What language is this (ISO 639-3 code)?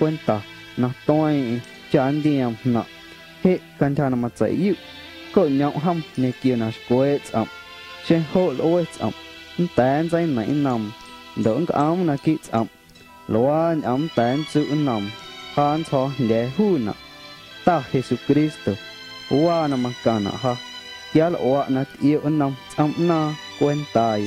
amu